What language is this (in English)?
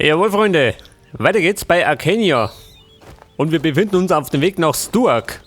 Bavarian